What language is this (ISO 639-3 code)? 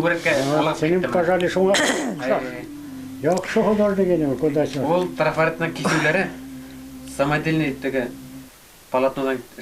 bak